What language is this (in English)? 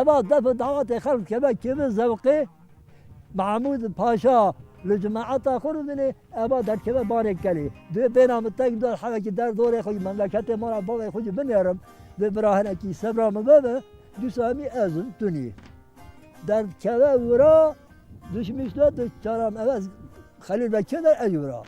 Kurdish